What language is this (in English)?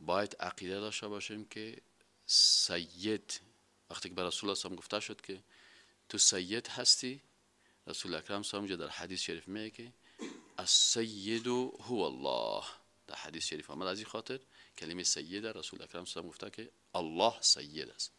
Persian